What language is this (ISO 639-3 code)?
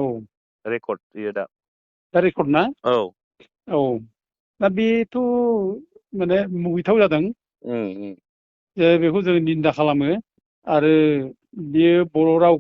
brx